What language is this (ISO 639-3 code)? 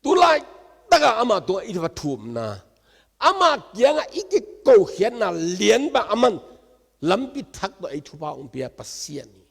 ctd